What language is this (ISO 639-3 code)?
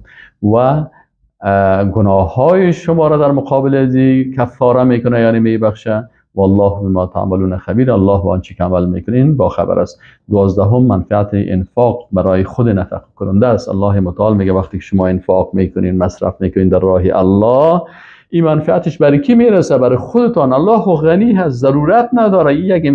fas